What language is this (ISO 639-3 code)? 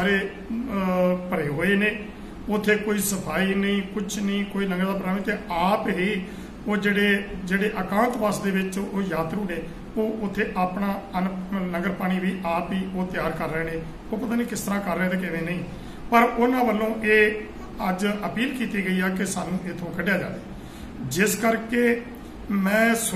pan